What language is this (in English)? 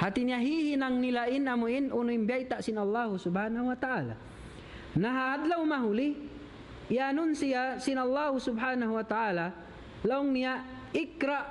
Tausug